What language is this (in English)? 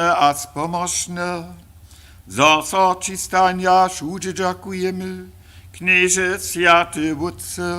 Upper Sorbian